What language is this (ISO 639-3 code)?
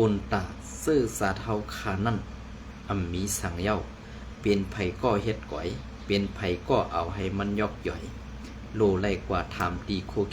shn